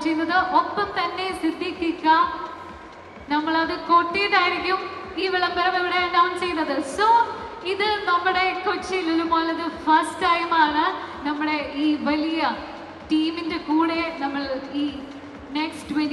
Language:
Malayalam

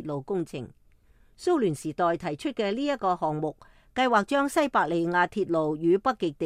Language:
Cantonese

